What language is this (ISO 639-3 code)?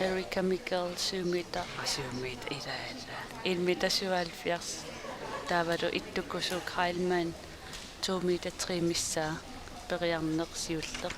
kal